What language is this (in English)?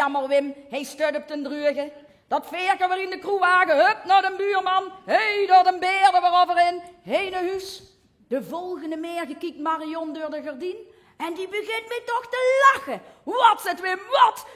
Limburgish